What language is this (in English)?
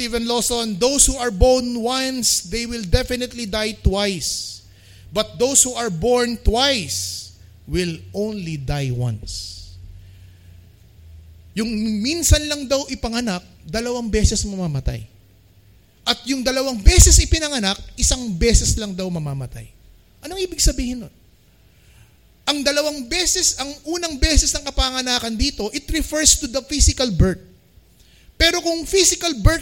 Filipino